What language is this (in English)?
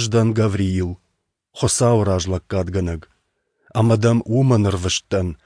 Ossetic